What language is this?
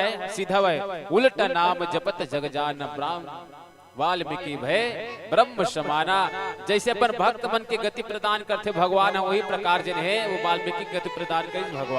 Chhattisgarhi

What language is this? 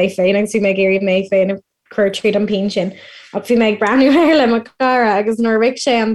Irish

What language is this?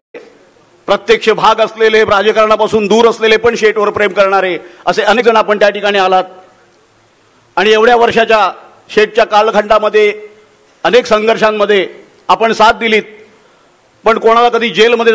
Marathi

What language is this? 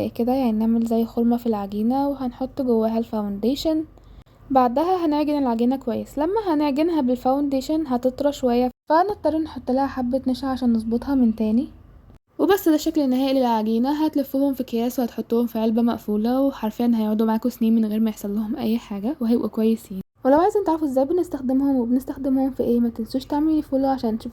Egyptian Arabic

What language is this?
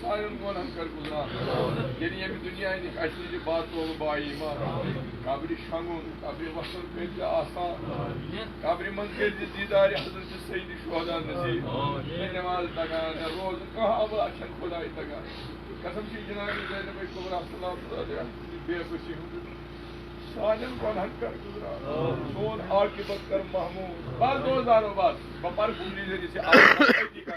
Kashmiri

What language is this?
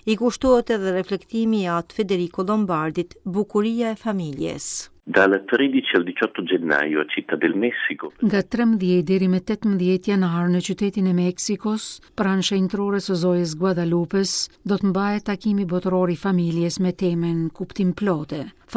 Albanian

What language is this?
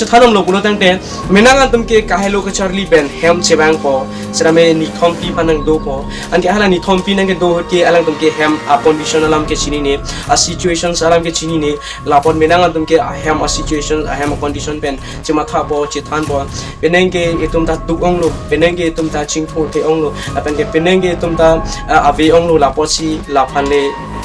Karbi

